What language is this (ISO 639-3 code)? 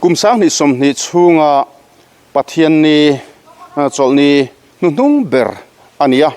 lus